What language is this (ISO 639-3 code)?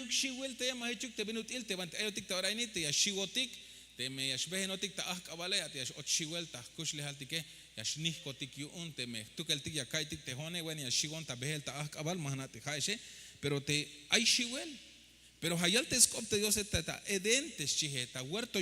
tzh